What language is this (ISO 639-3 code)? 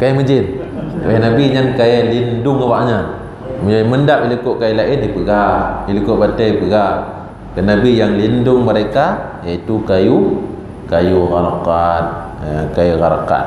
ace